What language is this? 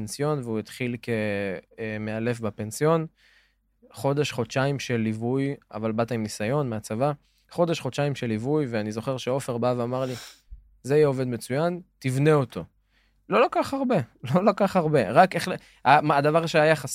Hebrew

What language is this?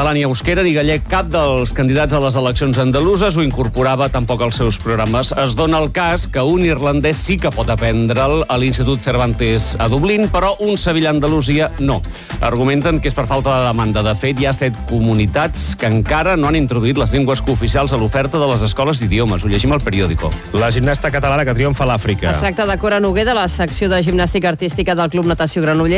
Catalan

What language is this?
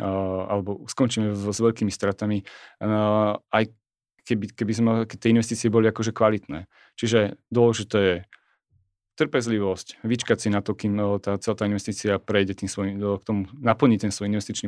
Slovak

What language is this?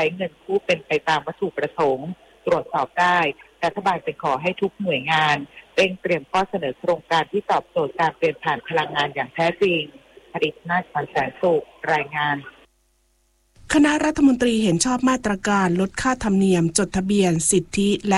Thai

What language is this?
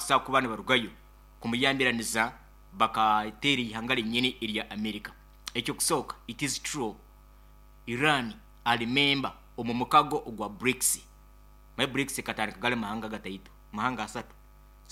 Nyoro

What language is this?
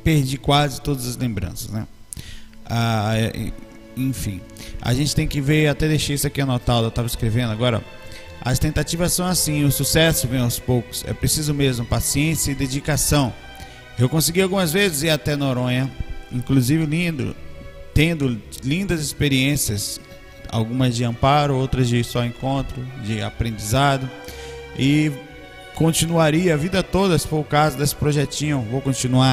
Portuguese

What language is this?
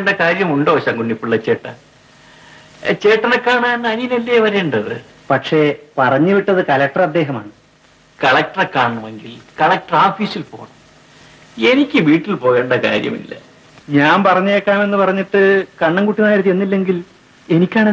Malayalam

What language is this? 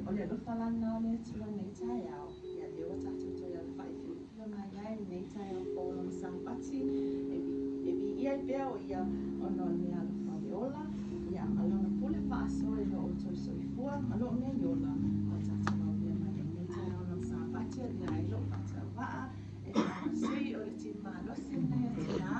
Samoan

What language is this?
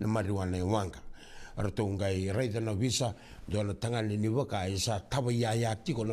Fijian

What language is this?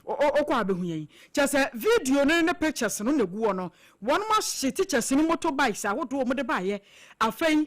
Akan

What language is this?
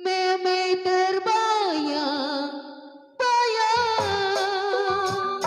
Betawi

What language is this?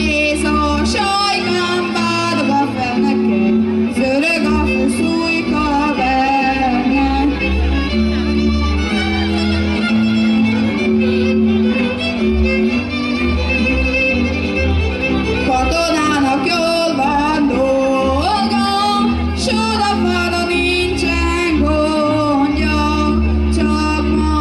Hungarian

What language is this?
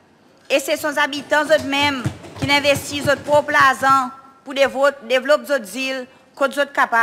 Seselwa Creole French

